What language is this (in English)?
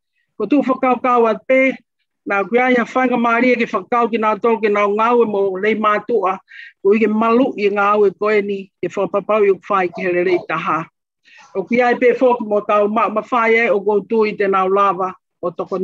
Tongan